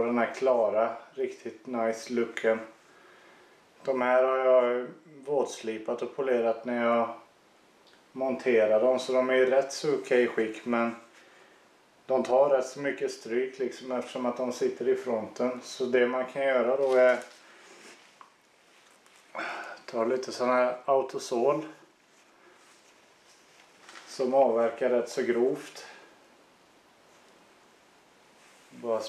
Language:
Swedish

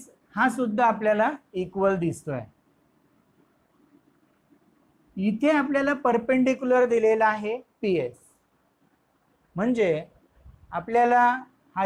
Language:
Marathi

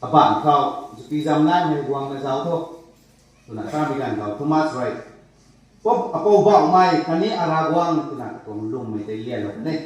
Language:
Rongmei Naga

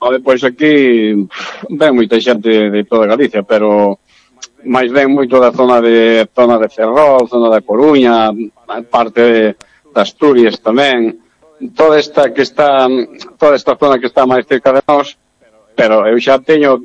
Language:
Galician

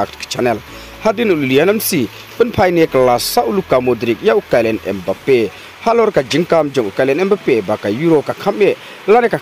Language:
Khasi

